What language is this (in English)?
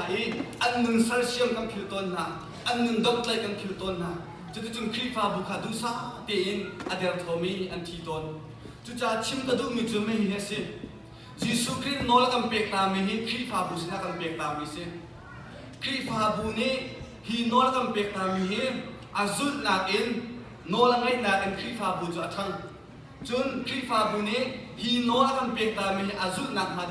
Hakha Chin